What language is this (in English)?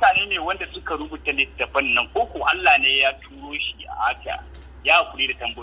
Hausa